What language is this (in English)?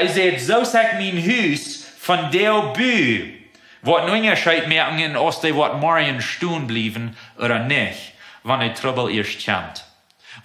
Plautdietsch